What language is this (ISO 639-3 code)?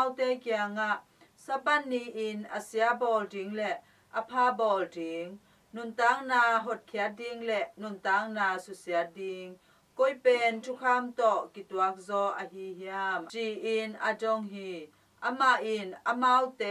ctd